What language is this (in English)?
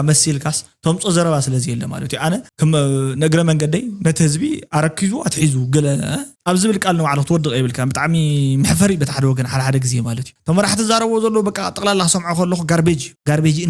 Tigrinya